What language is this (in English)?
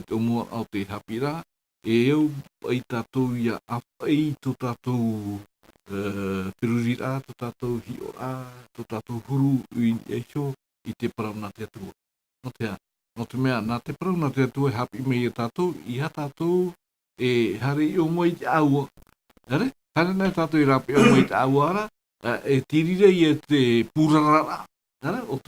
Tahitian